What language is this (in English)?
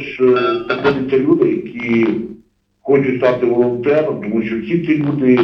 Ukrainian